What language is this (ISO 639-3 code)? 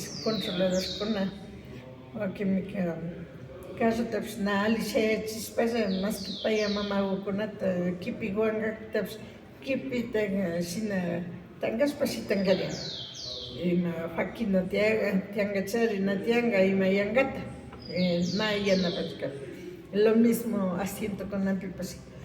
qvi